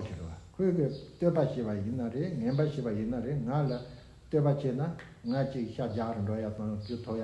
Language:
Tibetan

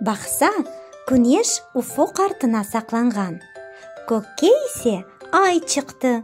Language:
Crimean Tatar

